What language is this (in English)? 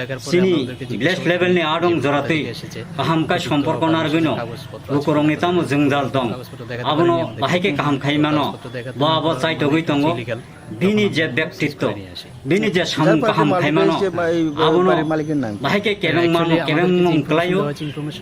Kok Borok